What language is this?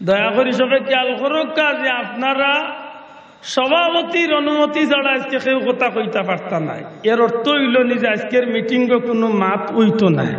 Sylheti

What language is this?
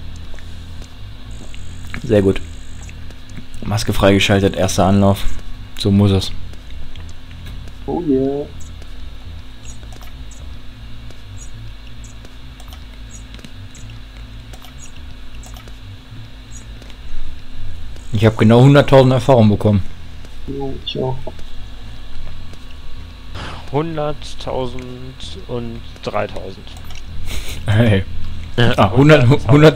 German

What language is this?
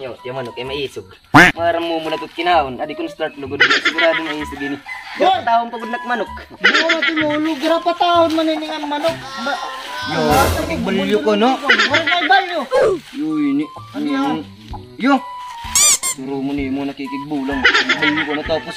Waray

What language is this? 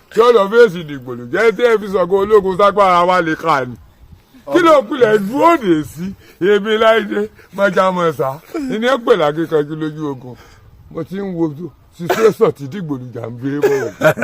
Yoruba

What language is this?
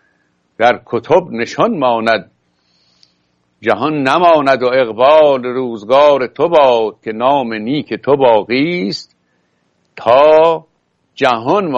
Persian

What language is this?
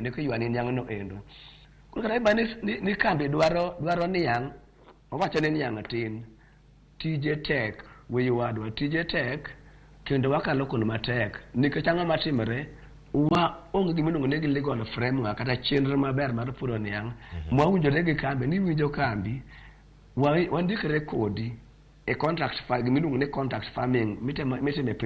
Luo (Kenya and Tanzania)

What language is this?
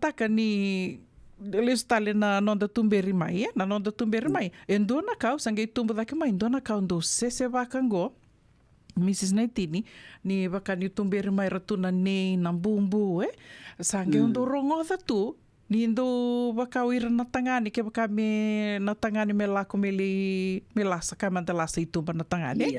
Fijian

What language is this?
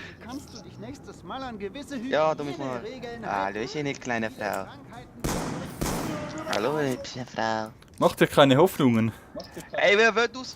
Swiss German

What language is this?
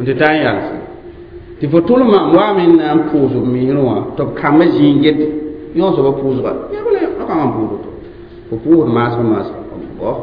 Mossi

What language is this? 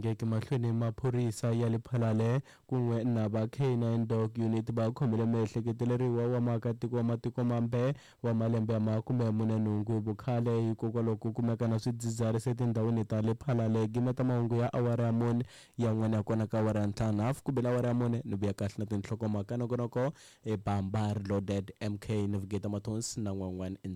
Tsonga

